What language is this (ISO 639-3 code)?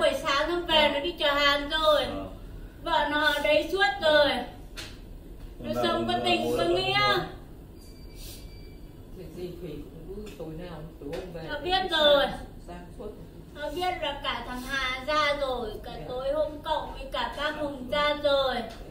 vie